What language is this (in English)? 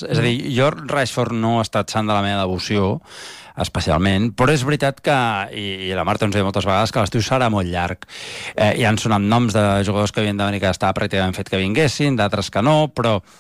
Catalan